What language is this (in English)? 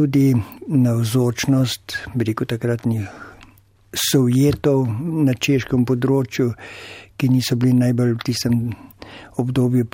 Slovenian